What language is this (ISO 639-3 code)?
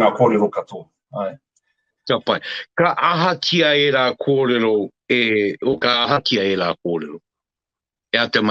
mri